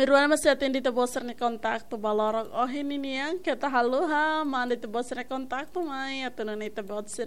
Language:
Tetum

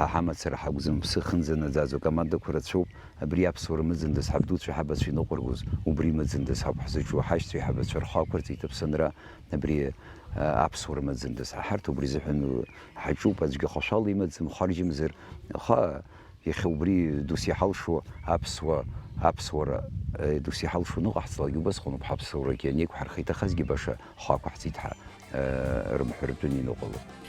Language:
Abkhazian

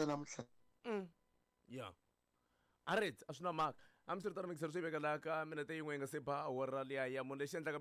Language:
Tsonga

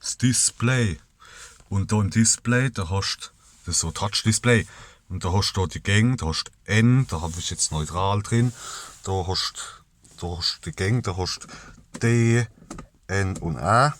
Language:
Palatine German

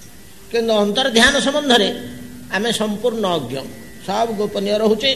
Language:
Odia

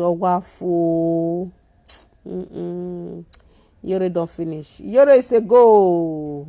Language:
Nigerian Pidgin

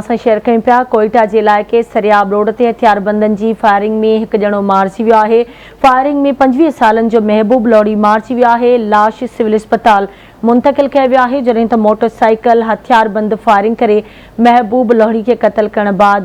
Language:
Sindhi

